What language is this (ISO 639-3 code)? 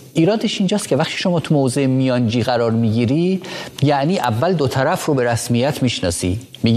fas